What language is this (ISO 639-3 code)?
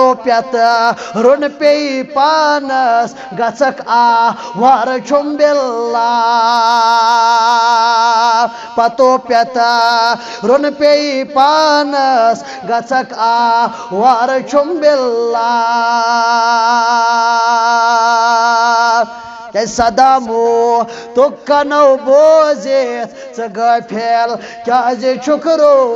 kas